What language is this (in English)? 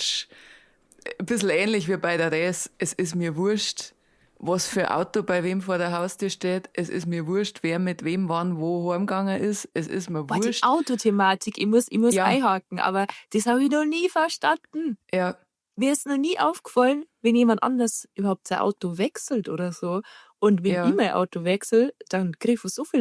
Bavarian